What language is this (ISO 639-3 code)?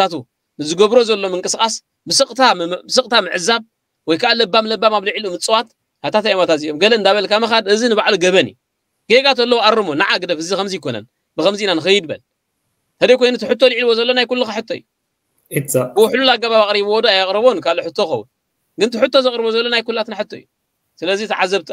tir